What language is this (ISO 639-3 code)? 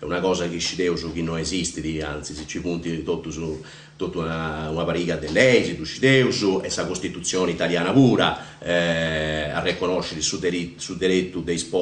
srd